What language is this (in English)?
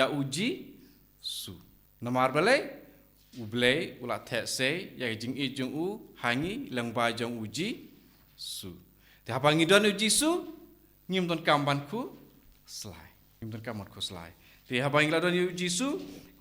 Khasi